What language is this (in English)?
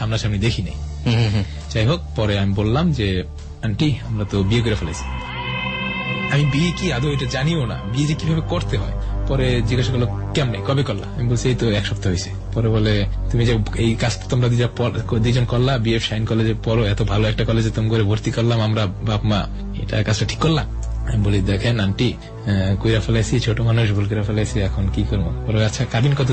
Bangla